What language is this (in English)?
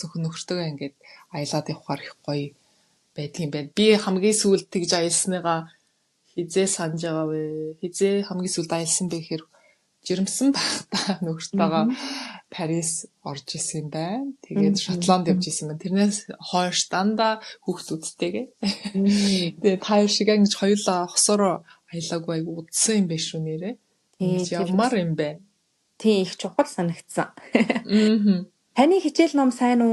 Mongolian